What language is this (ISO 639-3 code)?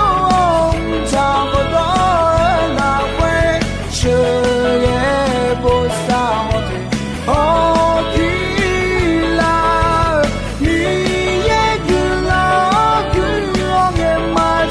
ahk